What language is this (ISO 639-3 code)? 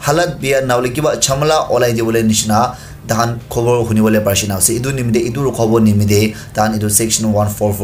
nag